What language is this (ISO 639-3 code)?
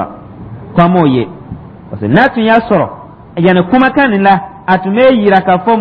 dyu